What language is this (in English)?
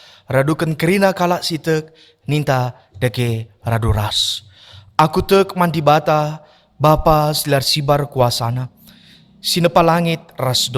Batak Karo